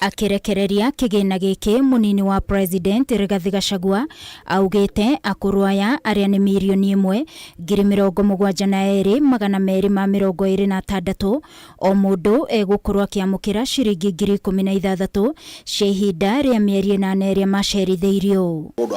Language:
Kikuyu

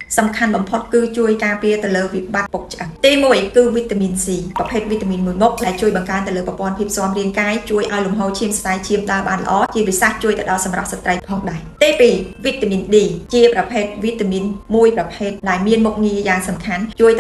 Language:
Khmer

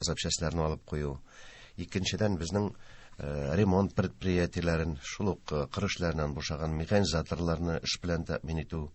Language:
Tatar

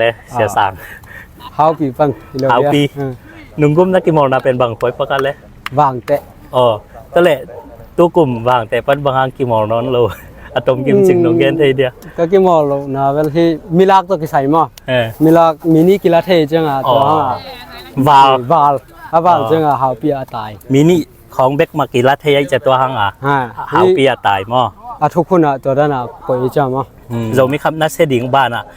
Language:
Tedim Chin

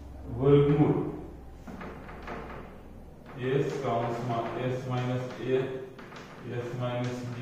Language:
Gujarati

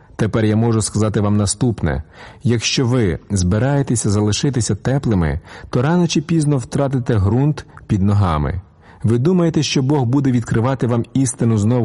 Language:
Ukrainian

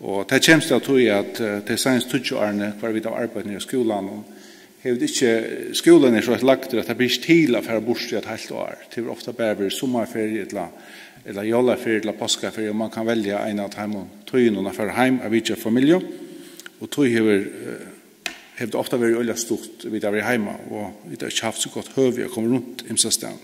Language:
Faroese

